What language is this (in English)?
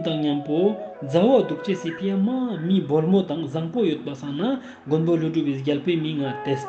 Ladakhi